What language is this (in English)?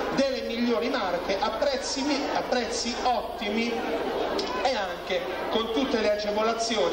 Italian